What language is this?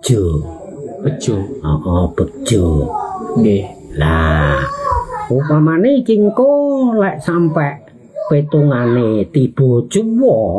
Javanese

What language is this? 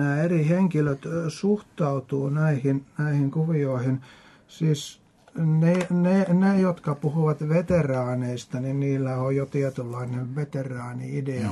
Finnish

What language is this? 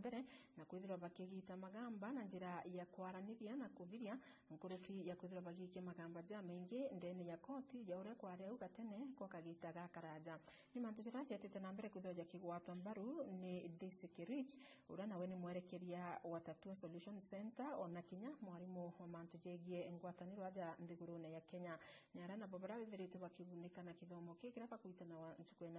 Meru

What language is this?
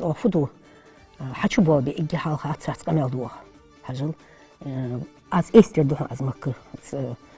Ingush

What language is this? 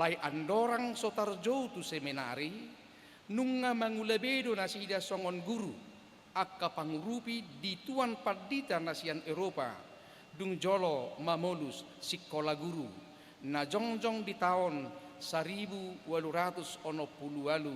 Batak Toba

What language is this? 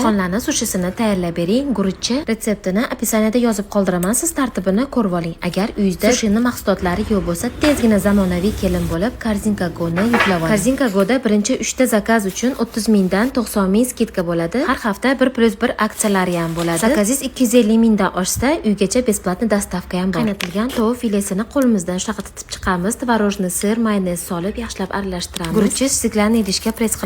Uzbek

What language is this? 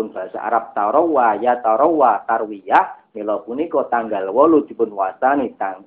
Javanese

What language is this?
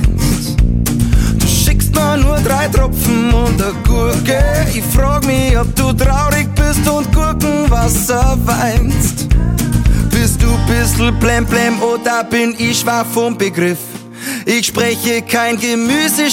German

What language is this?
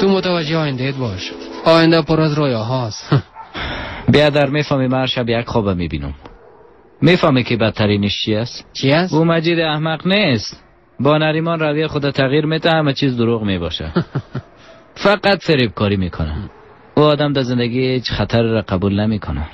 Persian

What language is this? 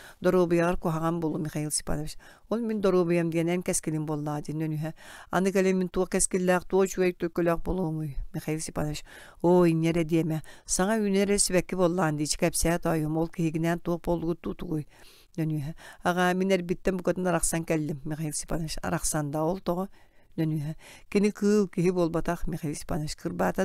Yakut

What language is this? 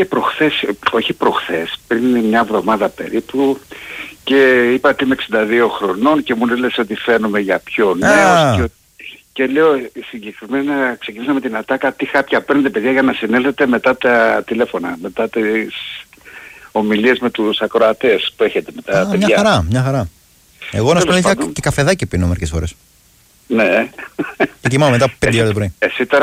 Greek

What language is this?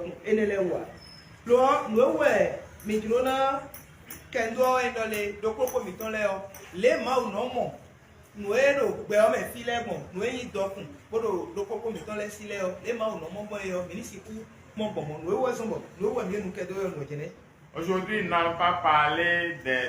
Fon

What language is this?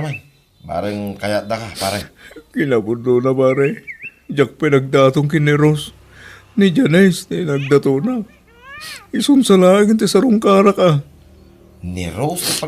Iloko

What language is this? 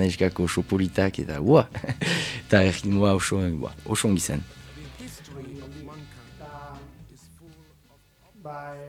Basque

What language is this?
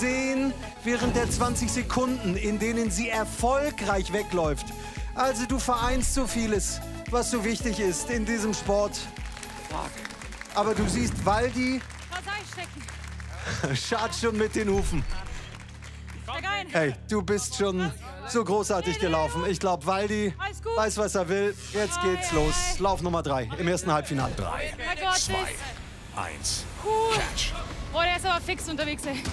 German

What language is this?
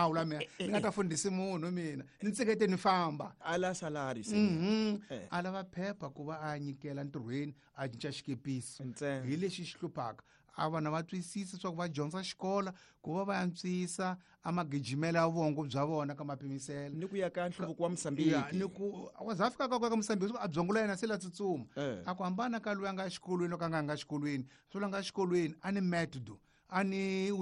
Tsonga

